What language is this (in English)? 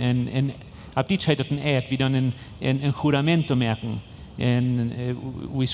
Plautdietsch